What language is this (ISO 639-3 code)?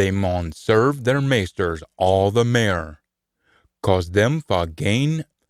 sco